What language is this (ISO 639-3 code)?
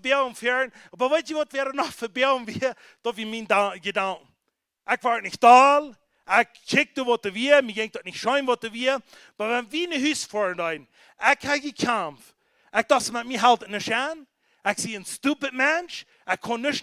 pdt